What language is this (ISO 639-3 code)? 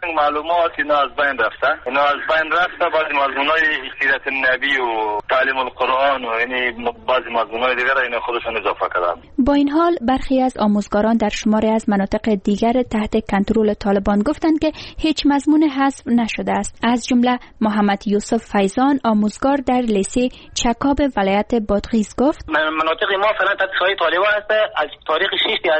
fas